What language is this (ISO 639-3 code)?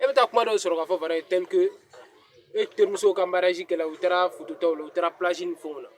bam